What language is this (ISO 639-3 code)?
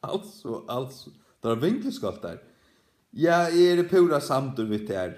fao